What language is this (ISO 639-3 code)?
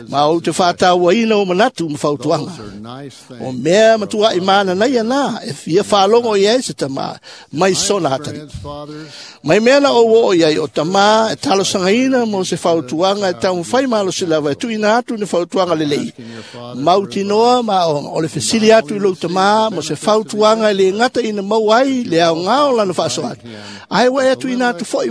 smo